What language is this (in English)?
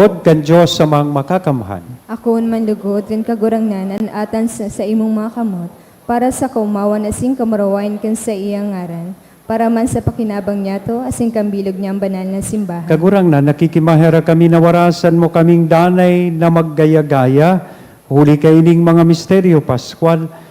Bikol